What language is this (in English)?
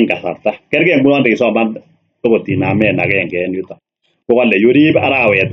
Kalenjin